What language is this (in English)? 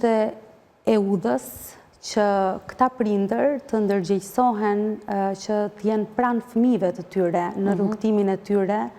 Albanian